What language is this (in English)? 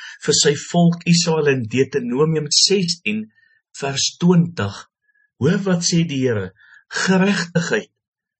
Afrikaans